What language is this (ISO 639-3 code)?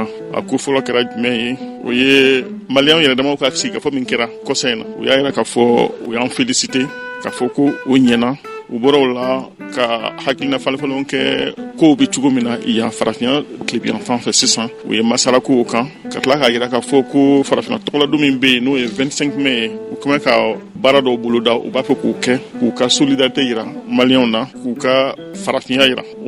bam